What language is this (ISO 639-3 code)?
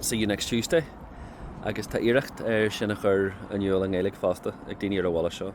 gle